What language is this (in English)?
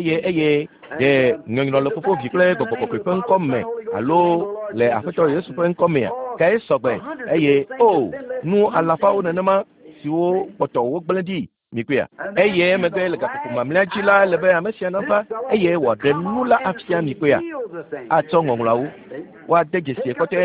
Ewe